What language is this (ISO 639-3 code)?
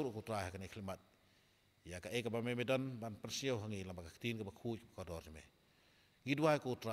kha